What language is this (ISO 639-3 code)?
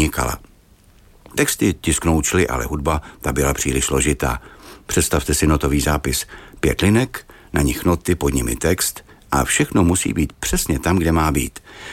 ces